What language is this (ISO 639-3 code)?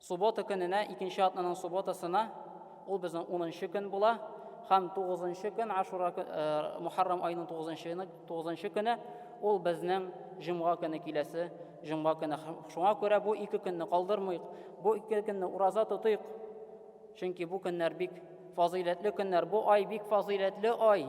tat